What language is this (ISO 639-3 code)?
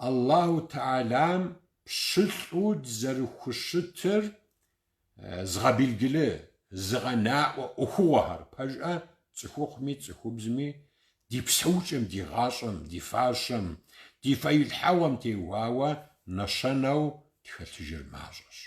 kbd